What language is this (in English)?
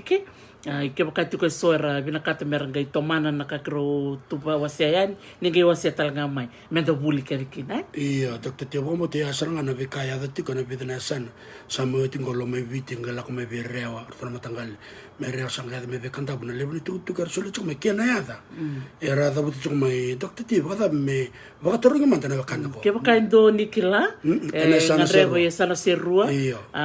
Fijian